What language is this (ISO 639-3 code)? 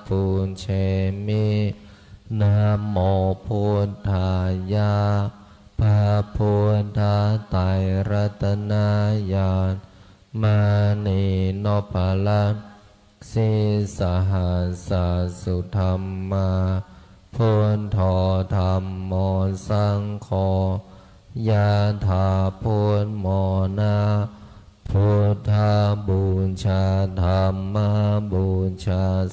pli